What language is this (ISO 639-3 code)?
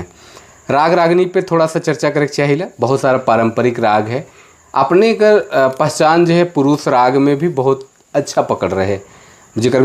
sck